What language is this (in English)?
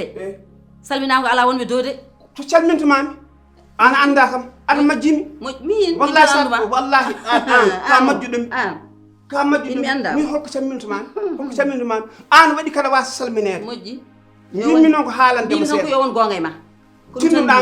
Fula